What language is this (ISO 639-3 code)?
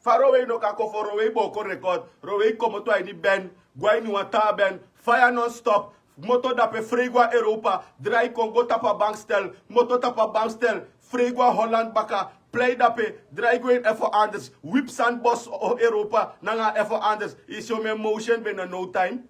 srn